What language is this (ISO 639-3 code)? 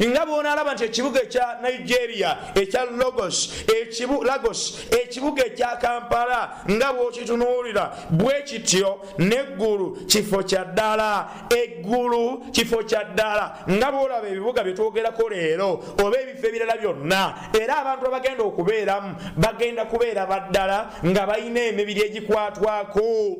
lug